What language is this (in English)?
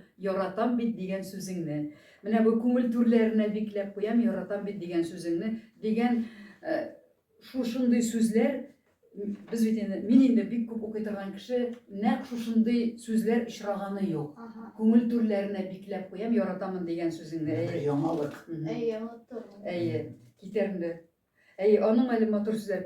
Tatar